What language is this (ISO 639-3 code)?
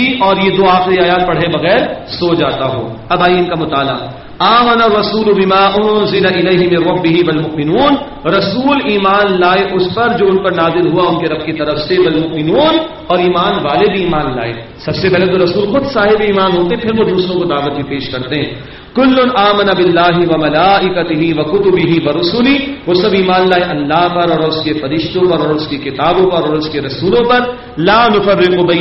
urd